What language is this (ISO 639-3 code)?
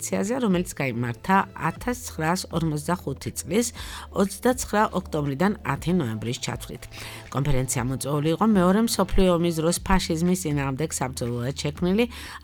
kat